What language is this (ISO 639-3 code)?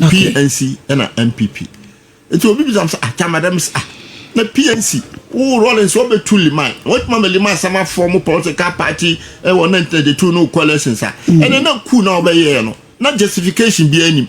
aka